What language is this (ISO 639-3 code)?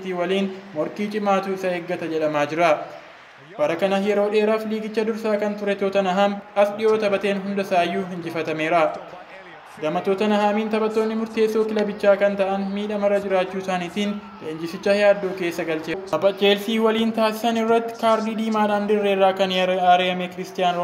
orm